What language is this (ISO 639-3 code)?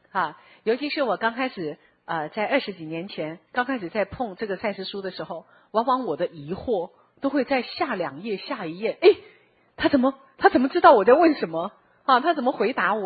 zho